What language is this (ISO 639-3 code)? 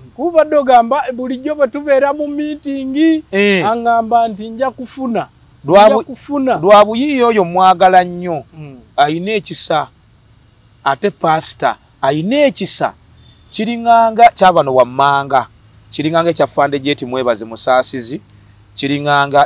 lug